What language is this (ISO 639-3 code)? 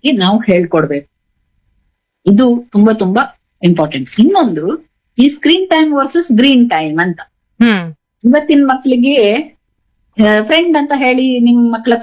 kan